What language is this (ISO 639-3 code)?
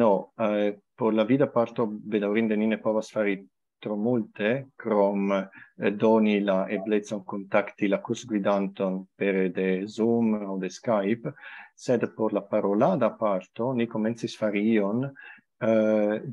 epo